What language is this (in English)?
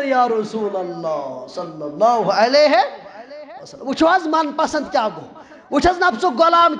Kashmiri